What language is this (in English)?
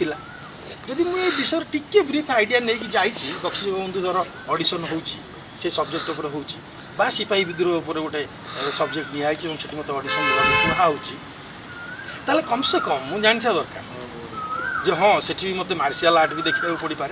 Odia